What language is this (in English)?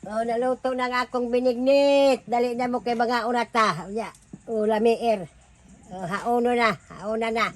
Cebuano